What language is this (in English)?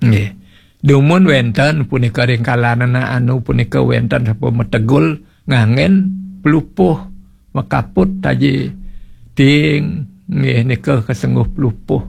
Balinese